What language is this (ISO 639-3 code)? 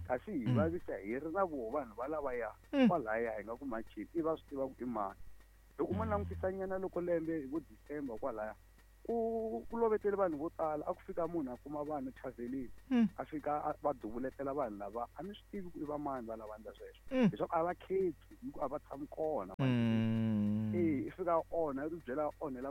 tso